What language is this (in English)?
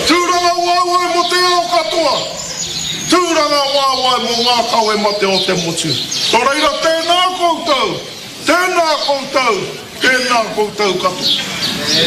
Māori